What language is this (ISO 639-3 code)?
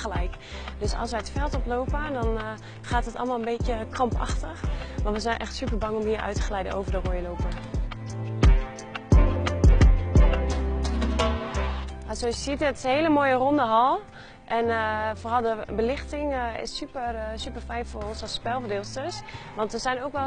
nld